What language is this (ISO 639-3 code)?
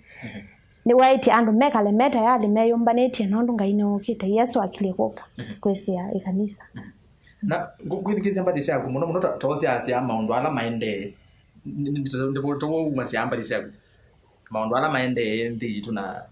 kam